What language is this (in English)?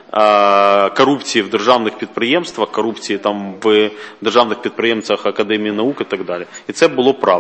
Ukrainian